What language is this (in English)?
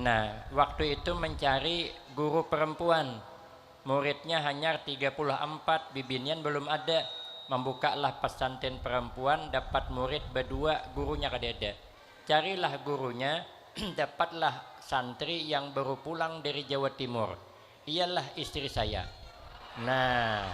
Banjar